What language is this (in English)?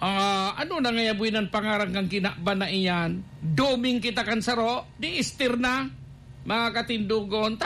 Bikol